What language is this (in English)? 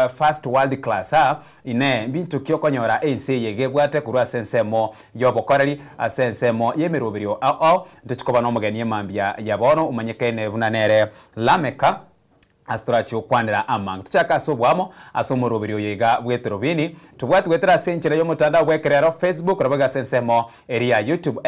Gusii